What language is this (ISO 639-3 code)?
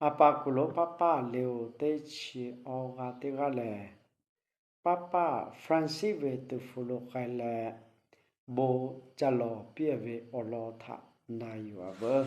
lhu